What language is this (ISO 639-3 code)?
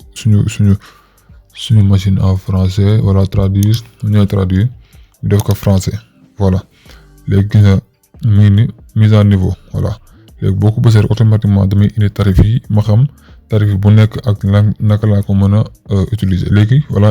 wol